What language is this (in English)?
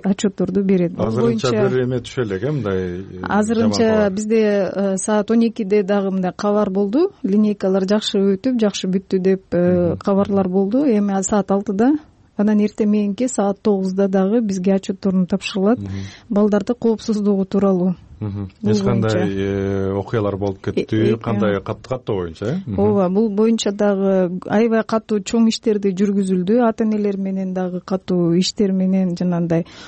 Kyrgyz